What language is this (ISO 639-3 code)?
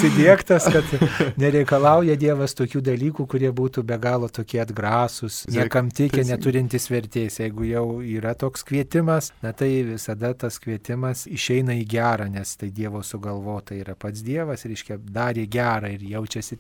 lit